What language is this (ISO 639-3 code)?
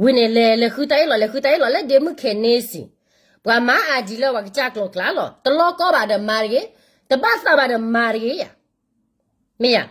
ksw